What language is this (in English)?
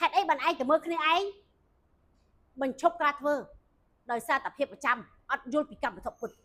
Khmer